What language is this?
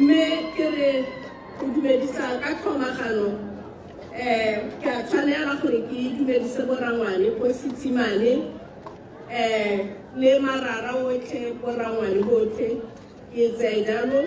Tswana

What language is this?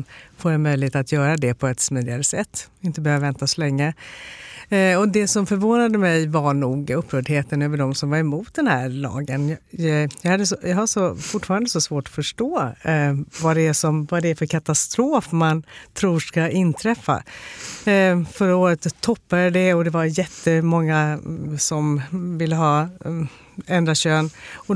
Swedish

